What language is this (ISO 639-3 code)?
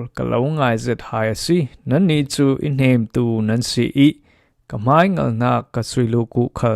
cfm